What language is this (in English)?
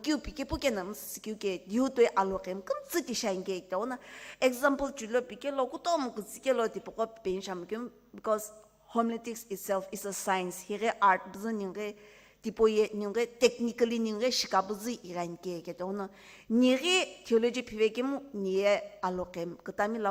Sumi Naga